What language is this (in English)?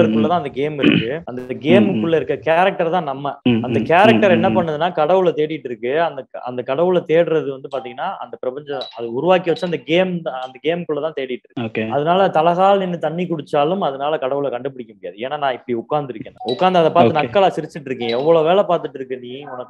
Tamil